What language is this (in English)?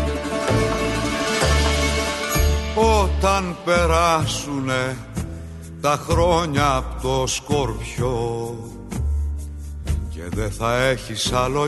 Greek